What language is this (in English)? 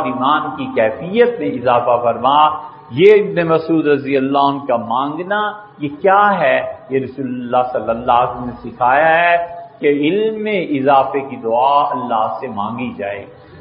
Urdu